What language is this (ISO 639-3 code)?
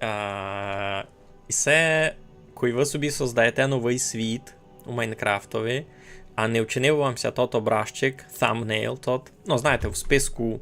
rue